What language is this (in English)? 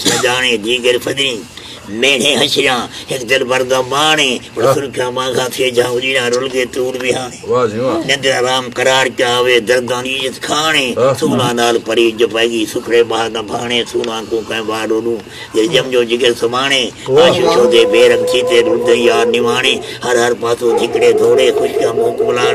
Saraiki